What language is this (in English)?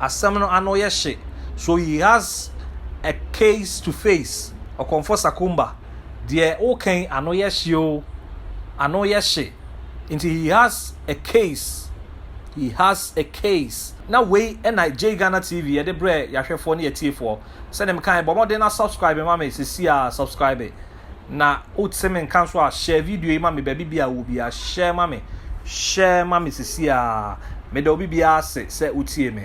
Akan